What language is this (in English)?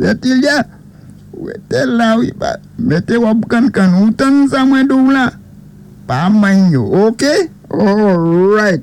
Saint Lucian Creole French